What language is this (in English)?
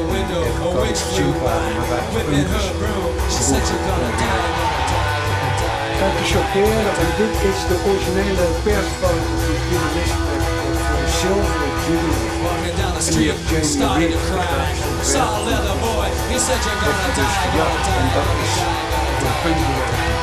Dutch